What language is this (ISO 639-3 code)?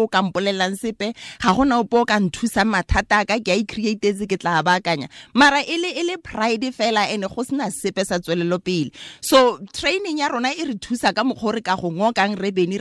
tsn